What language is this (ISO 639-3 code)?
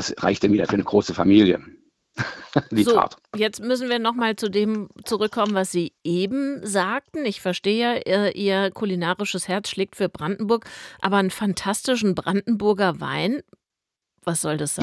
deu